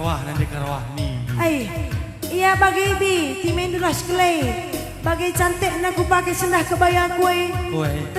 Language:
Batak Karo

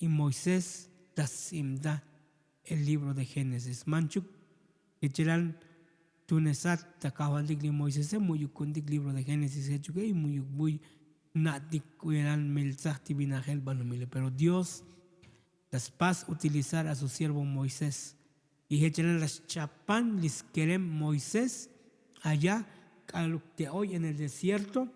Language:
Tzotzil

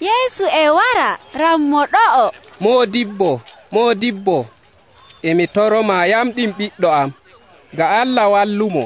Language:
Nigerian Fulfulde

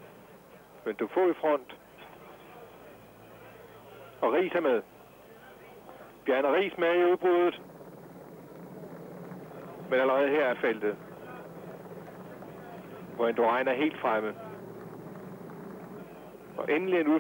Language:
Danish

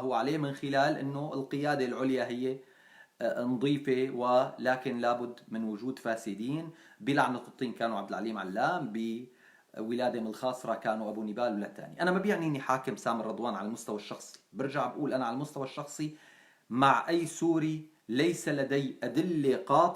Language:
North Levantine Arabic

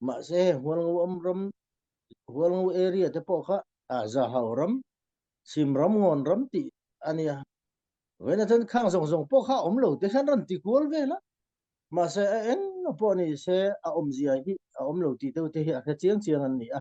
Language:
Falam Chin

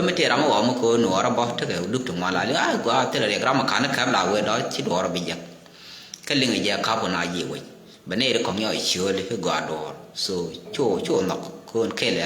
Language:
Nuer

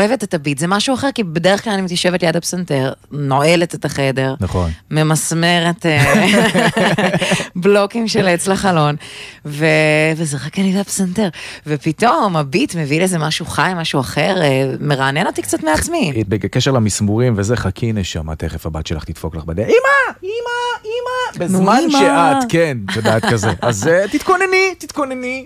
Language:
Hebrew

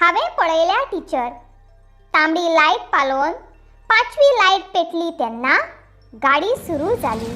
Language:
Konkani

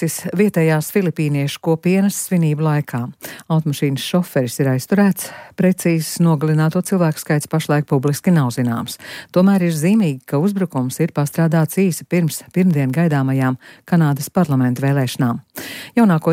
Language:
Latvian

